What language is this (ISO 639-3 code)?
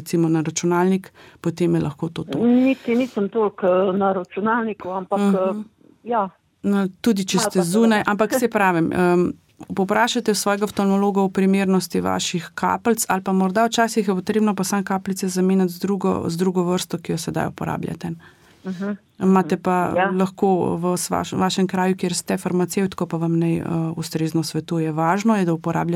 slv